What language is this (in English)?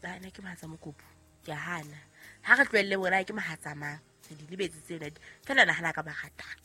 Southern Sotho